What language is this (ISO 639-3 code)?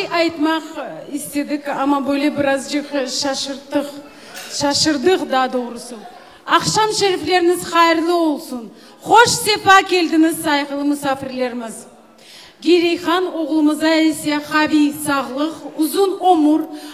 crh